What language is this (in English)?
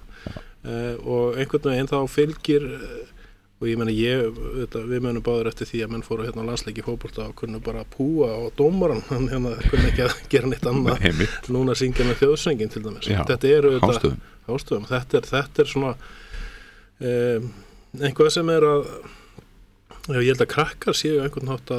Icelandic